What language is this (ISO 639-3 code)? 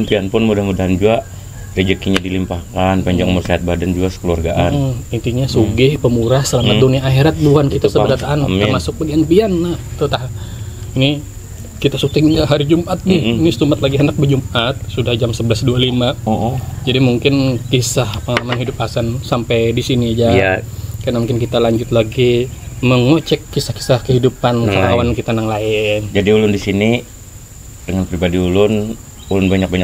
bjn